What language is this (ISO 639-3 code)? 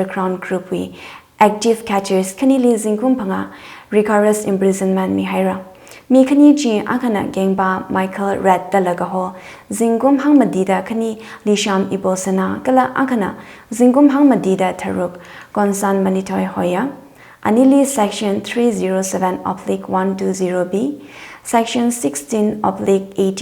nmf